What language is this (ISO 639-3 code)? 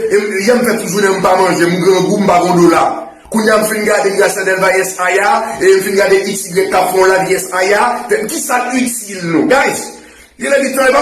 hat